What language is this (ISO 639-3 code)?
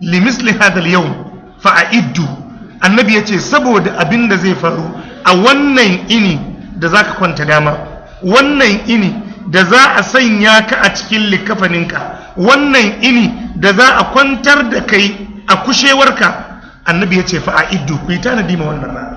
hau